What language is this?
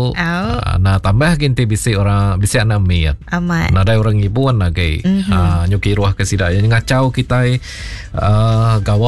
Iban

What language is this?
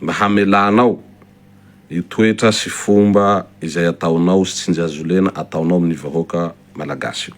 Malagasy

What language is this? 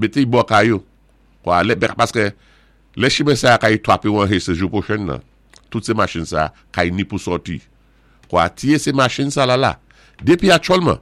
Saint Lucian Creole French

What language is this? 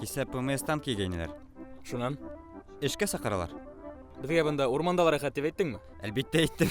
Bashkir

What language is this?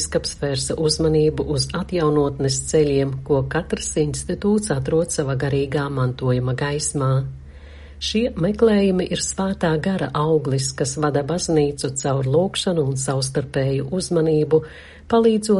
Latvian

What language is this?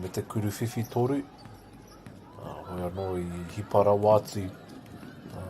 Māori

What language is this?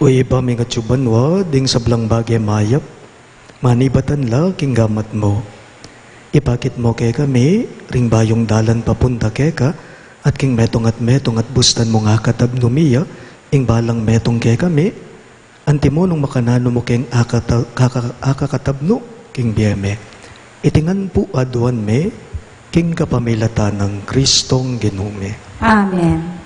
Pampanga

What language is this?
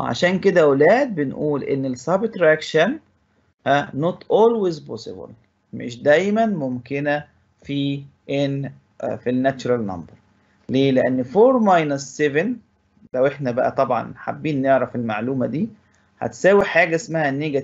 Egyptian Arabic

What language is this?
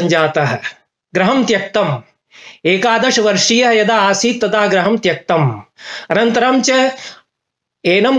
Sanskrit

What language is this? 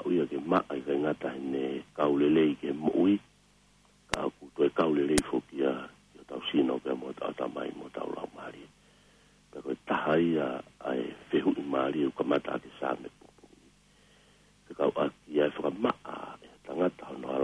Tongan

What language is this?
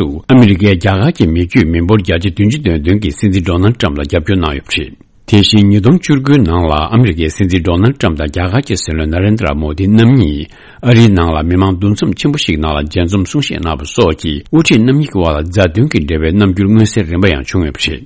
Tibetan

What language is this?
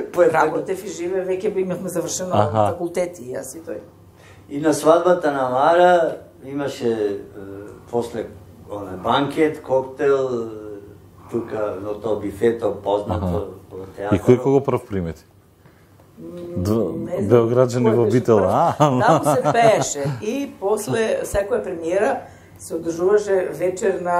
Macedonian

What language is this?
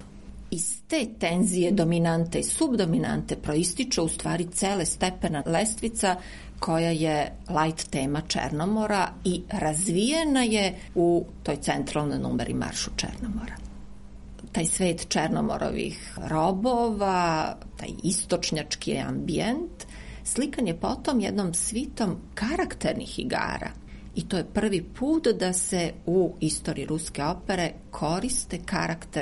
Serbian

